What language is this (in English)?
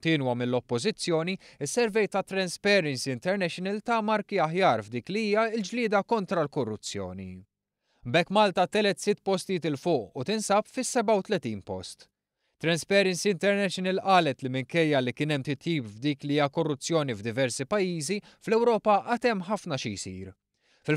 Maltese